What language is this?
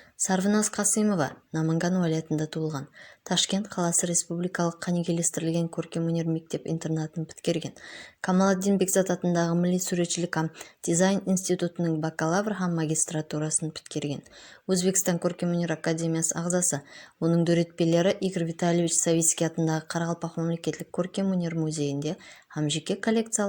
Kara-Kalpak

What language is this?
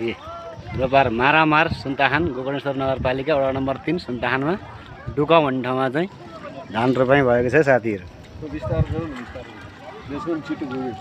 Nepali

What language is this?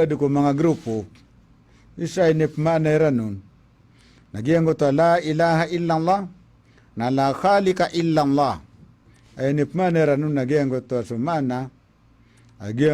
Maranao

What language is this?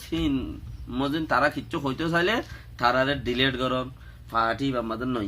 Rohingya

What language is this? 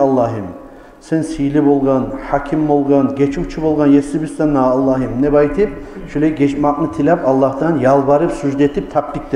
Kumyk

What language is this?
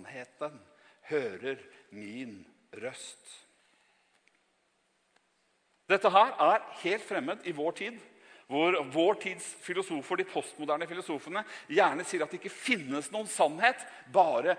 Norwegian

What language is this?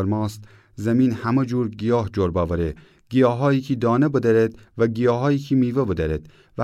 Gilaki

